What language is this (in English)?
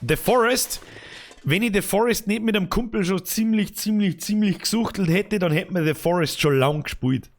Bavarian